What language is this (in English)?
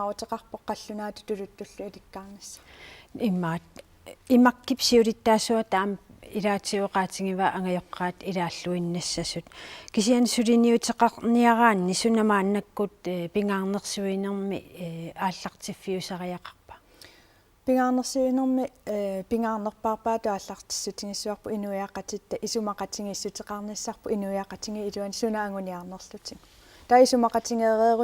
Kalaallisut